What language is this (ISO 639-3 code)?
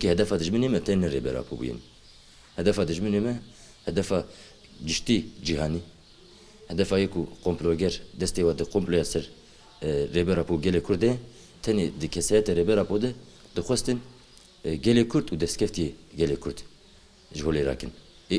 kur